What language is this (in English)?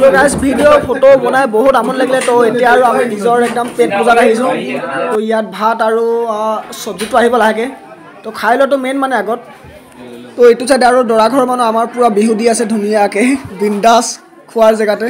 Assamese